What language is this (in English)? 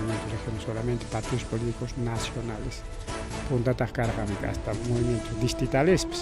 Ayacucho Quechua